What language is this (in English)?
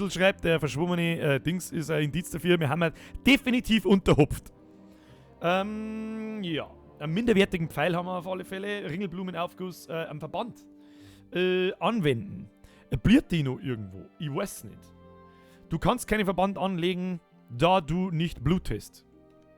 Bavarian